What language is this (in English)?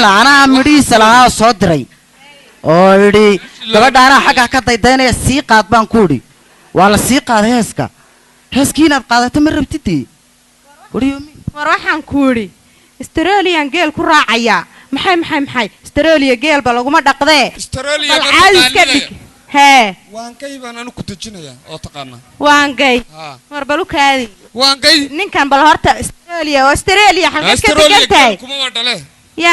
Somali